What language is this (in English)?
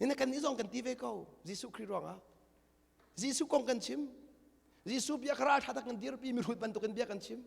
Hakha Chin